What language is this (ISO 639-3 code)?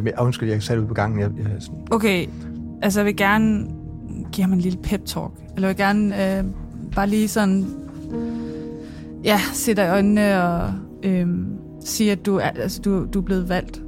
dan